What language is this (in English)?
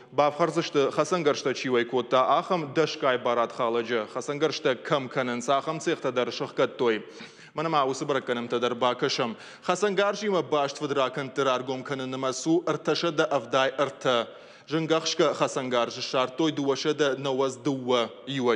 Ossetic